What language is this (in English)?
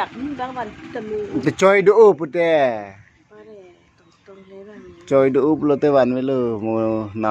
Karbi